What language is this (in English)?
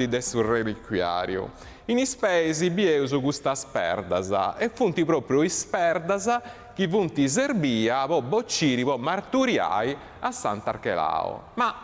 Sardinian